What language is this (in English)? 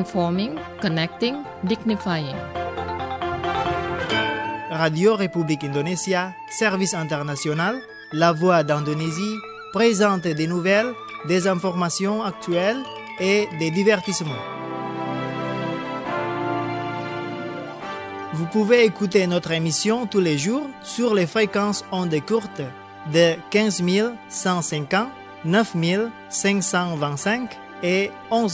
French